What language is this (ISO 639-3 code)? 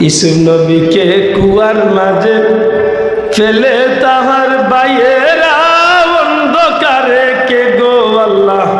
syl